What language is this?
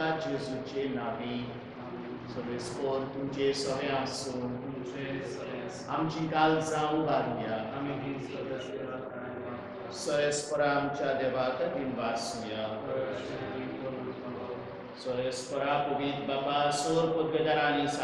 Konkani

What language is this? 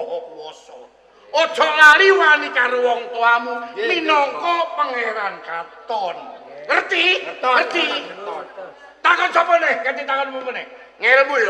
Javanese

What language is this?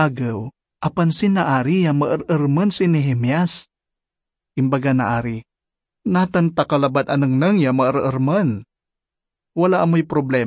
Pangasinan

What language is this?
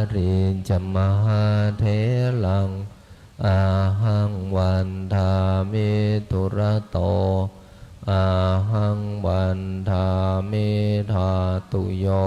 Pali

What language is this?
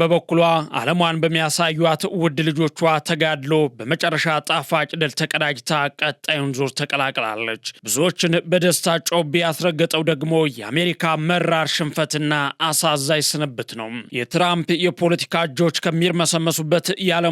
Amharic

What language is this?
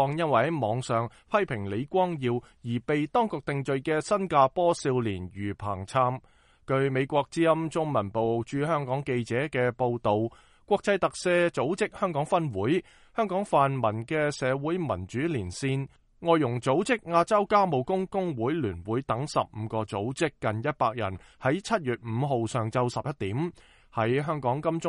Cantonese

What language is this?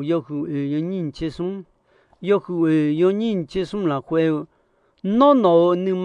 Akha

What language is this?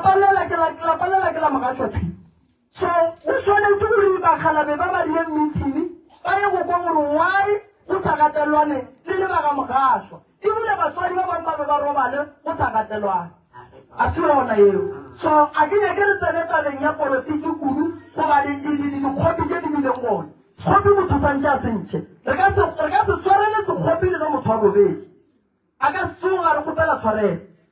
Northern Sotho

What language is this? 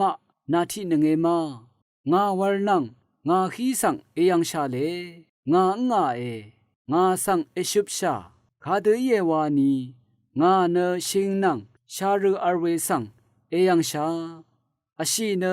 Rawang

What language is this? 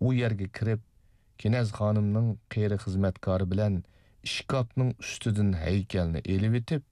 Uyghur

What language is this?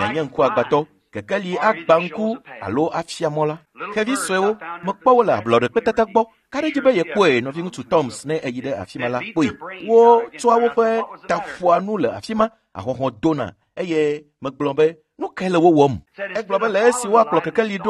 Ewe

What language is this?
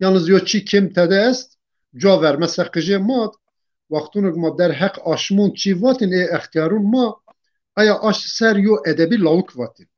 Zaza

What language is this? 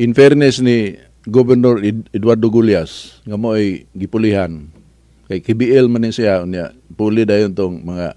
Cebuano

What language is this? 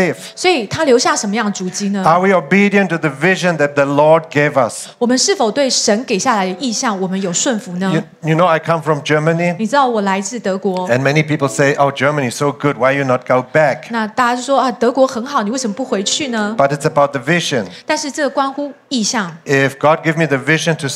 Chinese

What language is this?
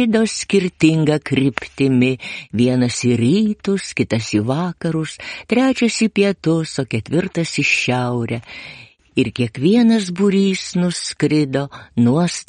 Lithuanian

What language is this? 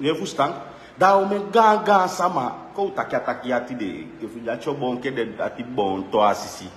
Sranan Tongo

